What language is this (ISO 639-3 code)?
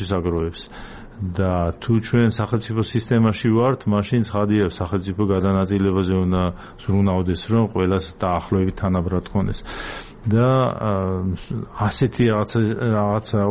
kat